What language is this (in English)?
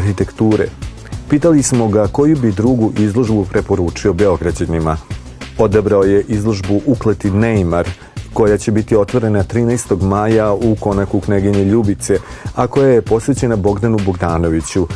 Serbian